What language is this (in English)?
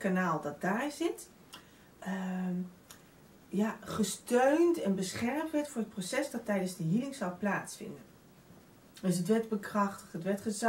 Dutch